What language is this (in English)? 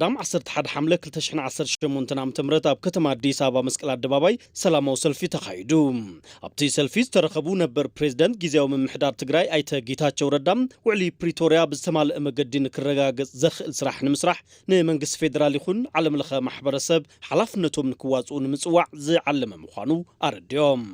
Tigrinya